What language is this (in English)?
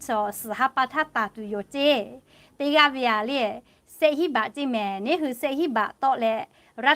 Lahu